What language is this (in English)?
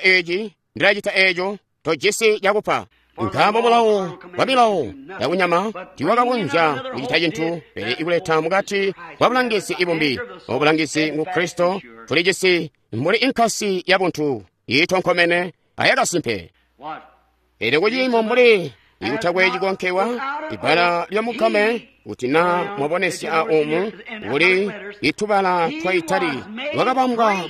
Tonga (Zambia)